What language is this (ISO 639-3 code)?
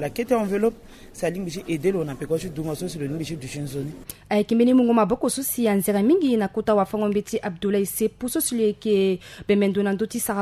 sag